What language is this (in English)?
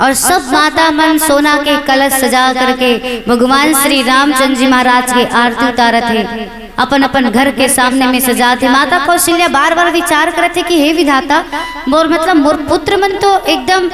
Chhattisgarhi